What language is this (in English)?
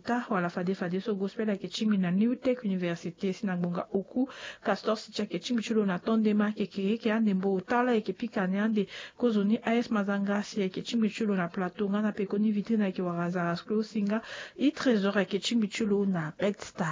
Sango